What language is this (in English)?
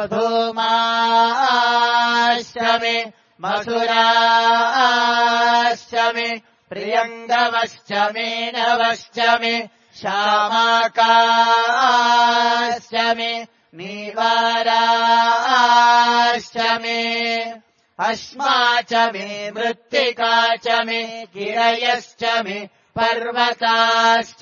Sanskrit